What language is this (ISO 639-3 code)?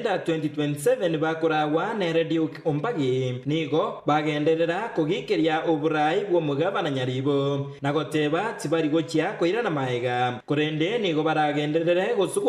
guz